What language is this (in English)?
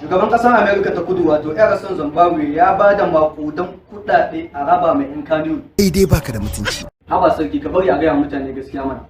Hausa